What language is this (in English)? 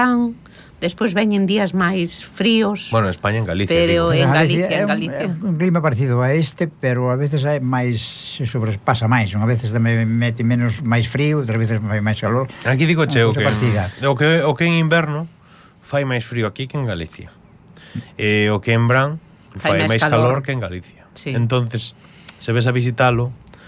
Galician